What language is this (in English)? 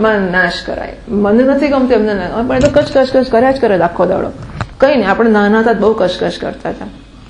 Gujarati